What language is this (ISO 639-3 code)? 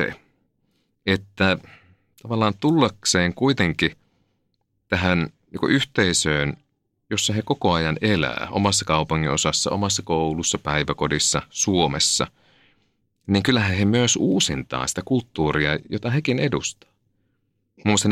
fin